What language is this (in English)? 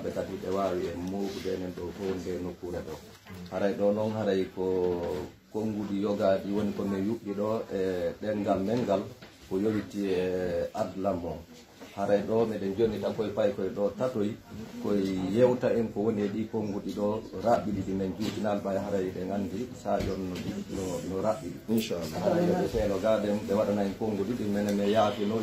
Pular